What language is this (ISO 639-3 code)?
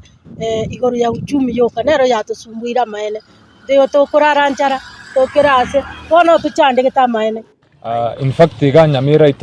guz